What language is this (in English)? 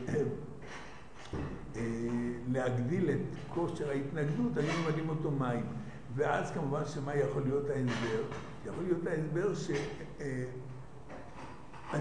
Hebrew